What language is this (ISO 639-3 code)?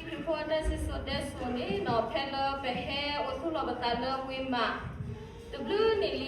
ksw